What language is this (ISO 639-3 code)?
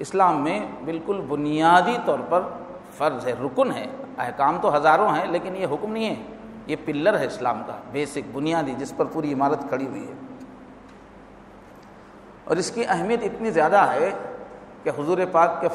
urd